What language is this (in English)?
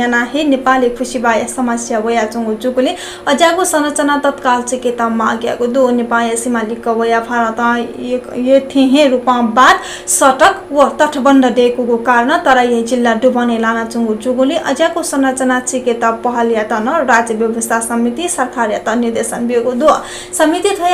Newari